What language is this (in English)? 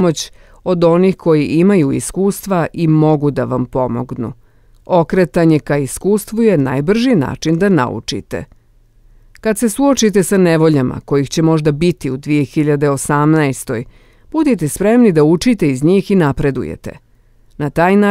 Bosnian